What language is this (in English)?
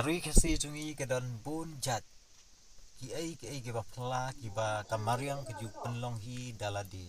Khasi